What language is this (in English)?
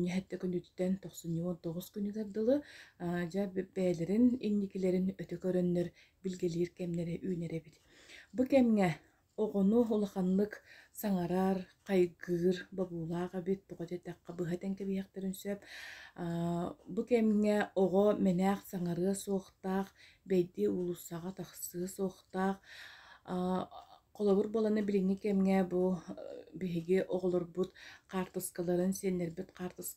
Yakut